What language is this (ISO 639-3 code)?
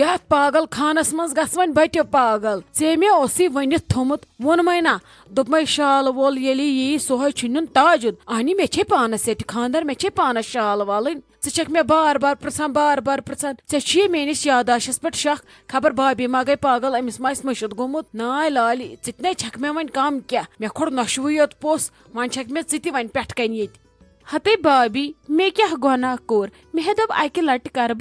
kas